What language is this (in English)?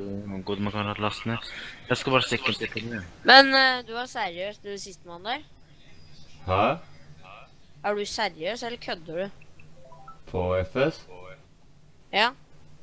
Norwegian